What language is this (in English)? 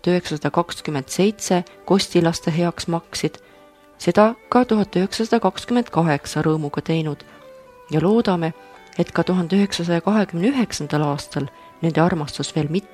Estonian